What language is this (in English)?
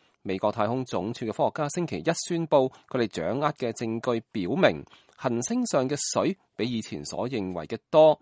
Cantonese